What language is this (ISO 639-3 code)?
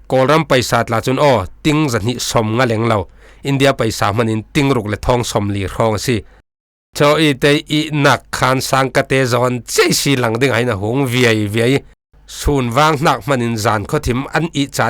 cfm